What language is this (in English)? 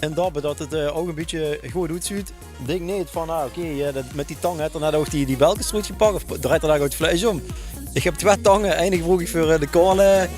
Limburgish